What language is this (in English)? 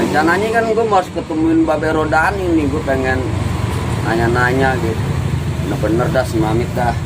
Betawi